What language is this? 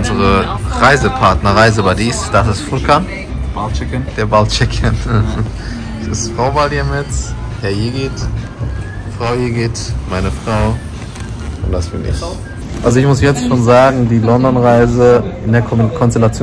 German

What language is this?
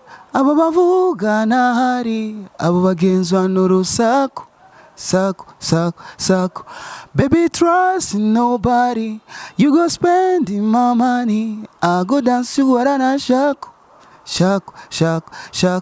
Rundi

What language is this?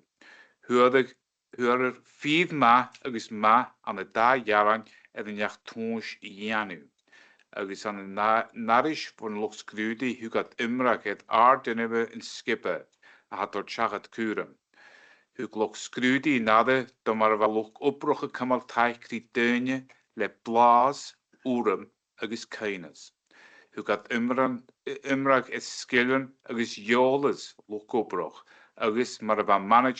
Scottish Gaelic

